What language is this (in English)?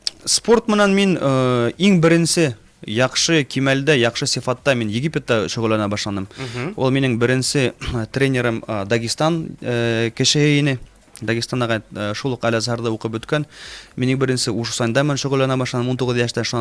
Bashkir